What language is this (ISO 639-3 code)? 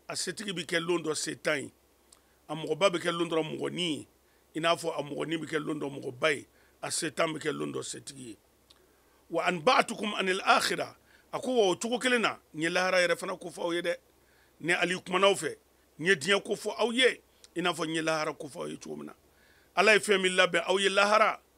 man